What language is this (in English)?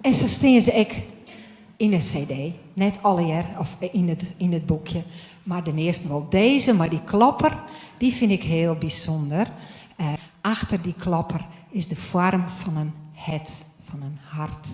Western Frisian